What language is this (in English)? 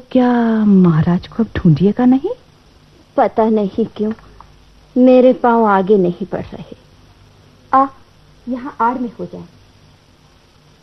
Hindi